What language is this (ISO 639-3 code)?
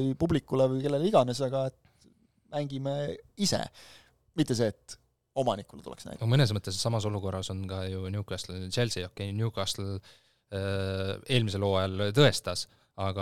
est